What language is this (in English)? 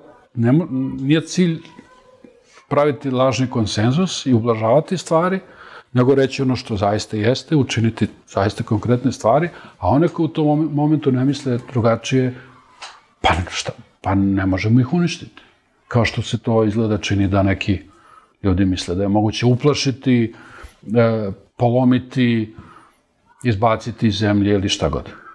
Serbian